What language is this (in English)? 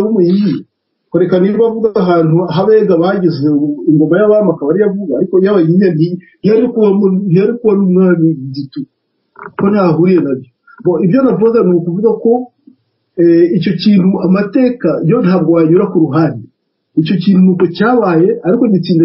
Kinyarwanda